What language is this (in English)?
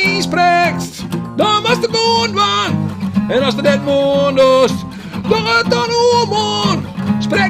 Western Frisian